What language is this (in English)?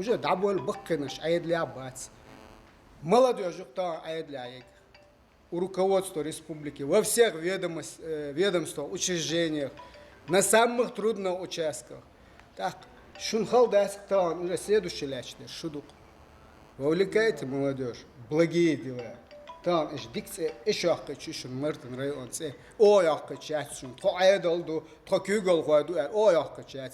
Chechen